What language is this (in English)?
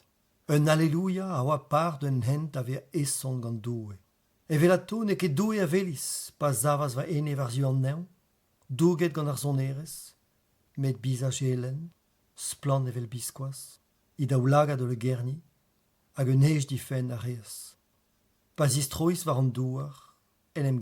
Breton